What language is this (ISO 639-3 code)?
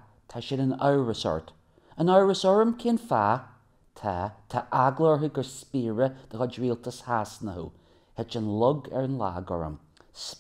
gle